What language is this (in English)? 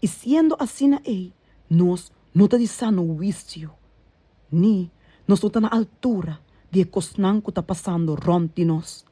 Papiamento